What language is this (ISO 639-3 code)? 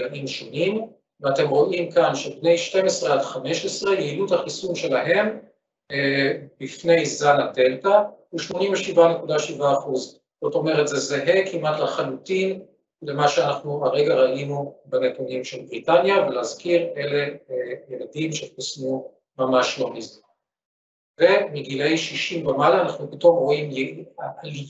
heb